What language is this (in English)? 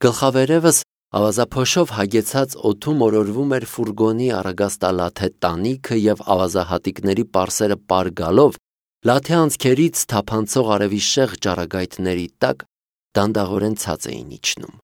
Armenian